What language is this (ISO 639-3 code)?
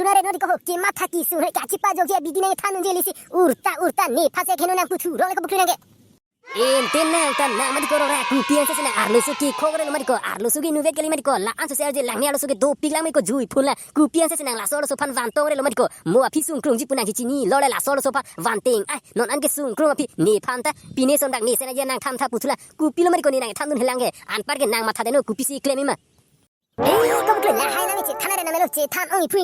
mjw